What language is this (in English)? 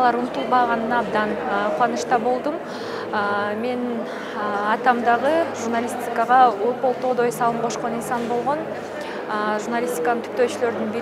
Kyrgyz